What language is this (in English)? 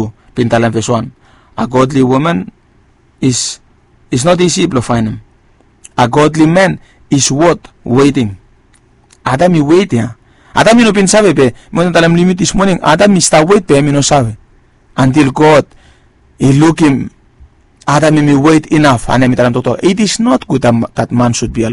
Bislama